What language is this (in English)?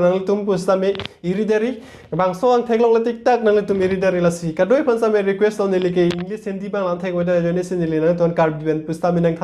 Karbi